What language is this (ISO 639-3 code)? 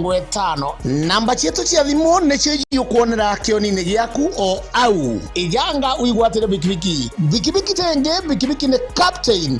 mer